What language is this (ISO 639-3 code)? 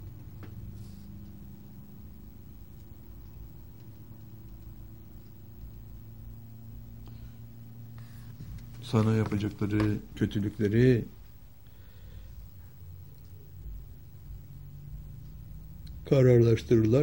tur